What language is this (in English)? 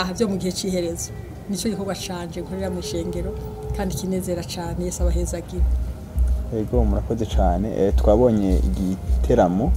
Rundi